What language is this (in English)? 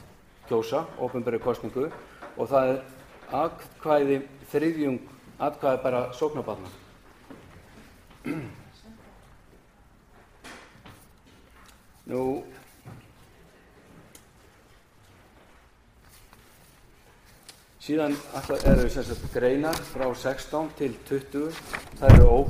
Icelandic